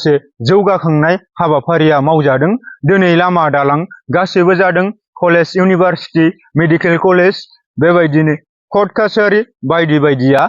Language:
Bodo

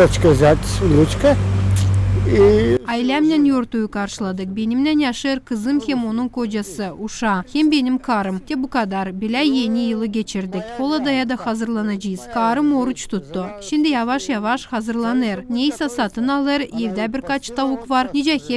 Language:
Gagauz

